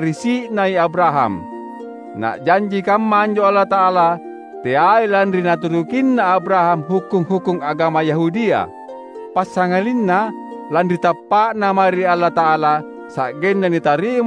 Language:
Makasar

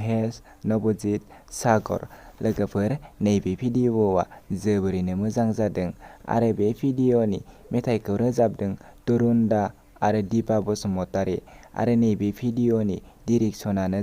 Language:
Bodo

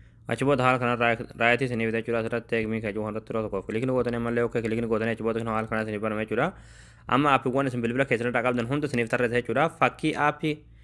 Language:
Oromo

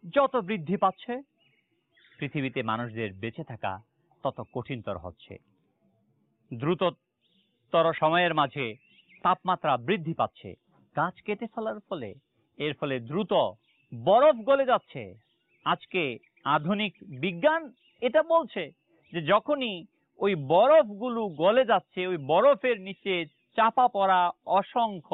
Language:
Bangla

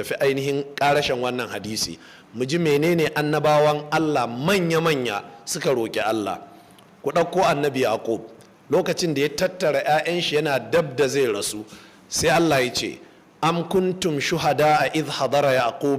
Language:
Hausa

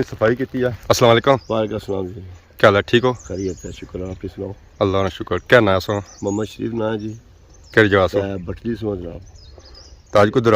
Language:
Pahari-Potwari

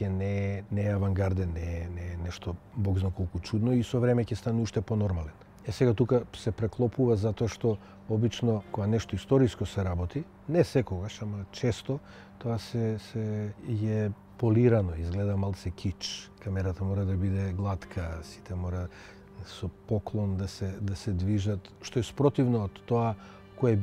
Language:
Macedonian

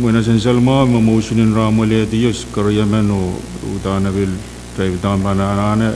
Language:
Pohnpeian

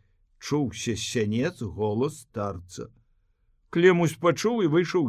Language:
Belarusian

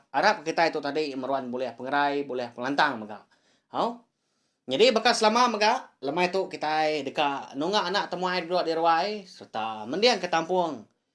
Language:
Iban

